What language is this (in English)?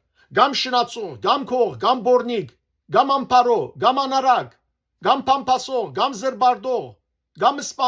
Western Armenian